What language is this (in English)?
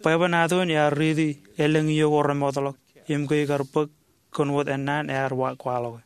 Marshallese